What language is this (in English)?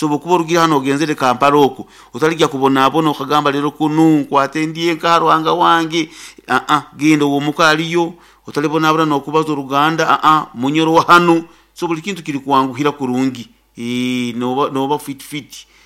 Nyoro